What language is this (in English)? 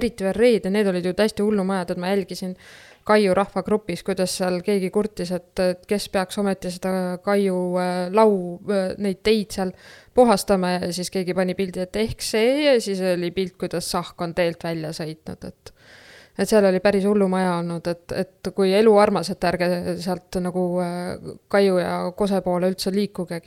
Estonian